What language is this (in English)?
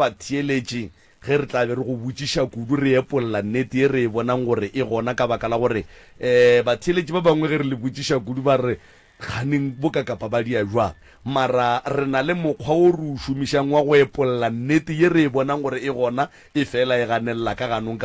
Northern Sotho